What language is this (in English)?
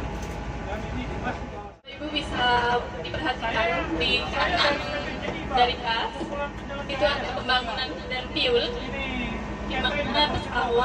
Indonesian